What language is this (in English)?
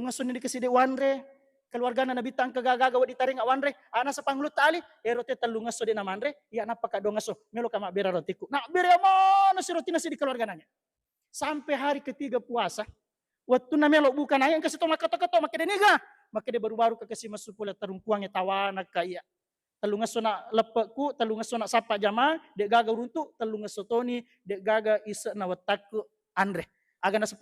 Buginese